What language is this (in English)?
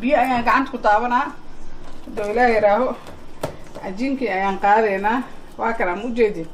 Somali